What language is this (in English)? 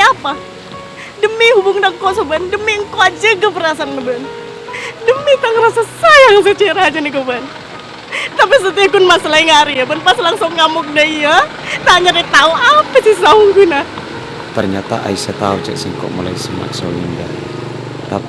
Madurese